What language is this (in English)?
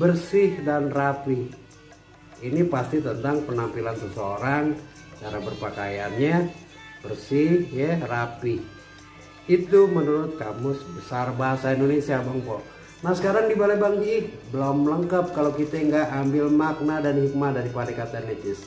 Betawi